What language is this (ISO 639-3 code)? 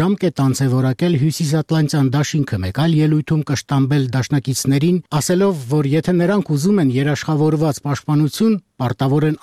hye